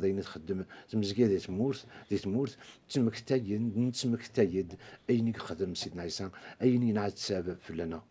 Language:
Kabyle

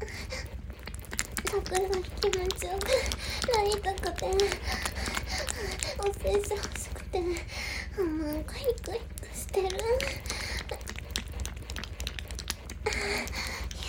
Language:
Japanese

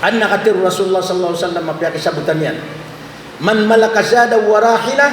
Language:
Maranao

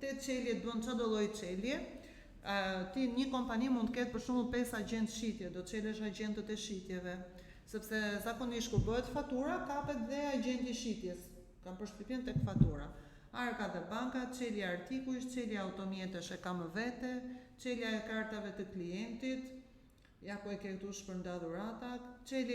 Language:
Albanian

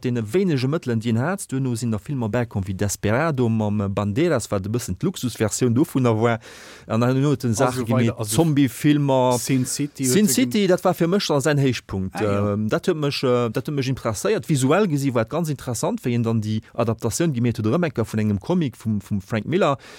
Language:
Luxembourgish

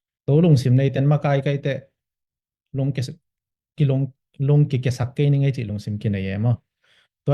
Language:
Tedim Chin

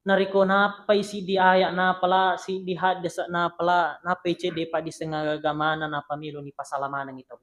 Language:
Buginese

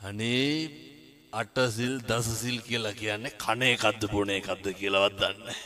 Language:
Sinhala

